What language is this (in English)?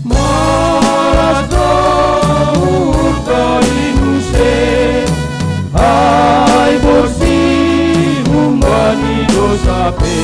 Batak Simalungun